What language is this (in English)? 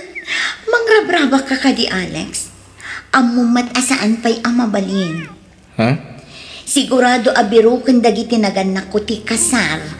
Iloko